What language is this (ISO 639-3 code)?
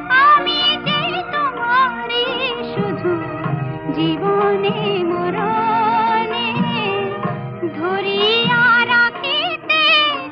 ben